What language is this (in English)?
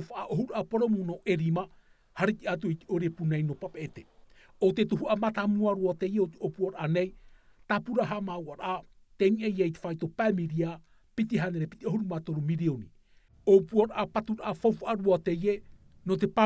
Tahitian